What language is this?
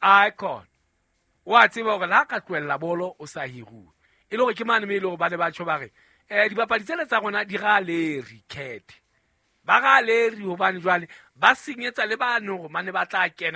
Southern Sotho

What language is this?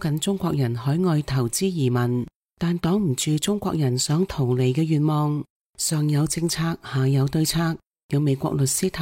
Cantonese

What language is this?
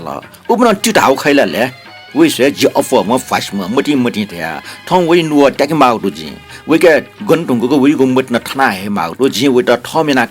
Newari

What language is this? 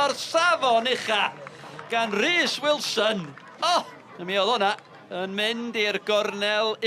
Welsh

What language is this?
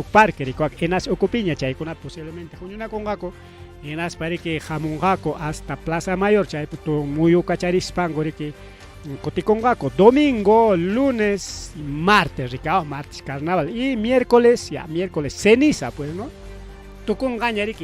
Ayacucho Quechua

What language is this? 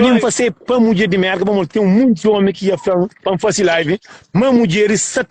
Kabuverdianu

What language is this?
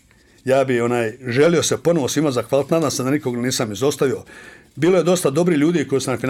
Bosnian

